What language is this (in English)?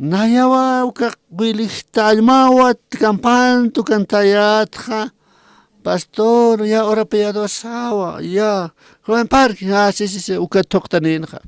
Aymara